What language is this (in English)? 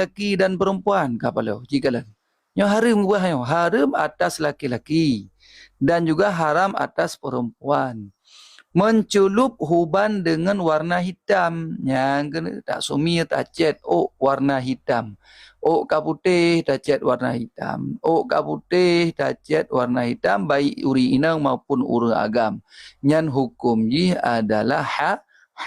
Achinese